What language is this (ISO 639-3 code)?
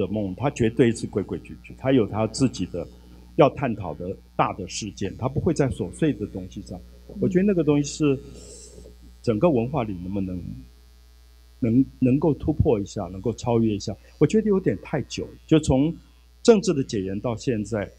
zho